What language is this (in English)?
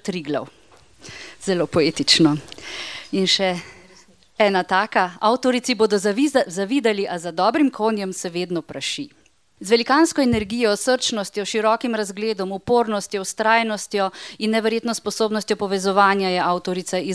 Slovenian